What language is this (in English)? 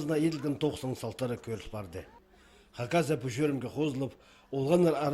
Khakas